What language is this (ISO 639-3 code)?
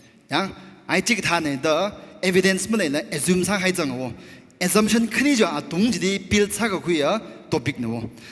nmf